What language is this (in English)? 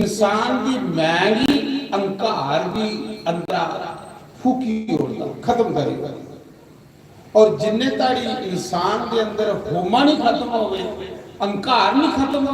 Dogri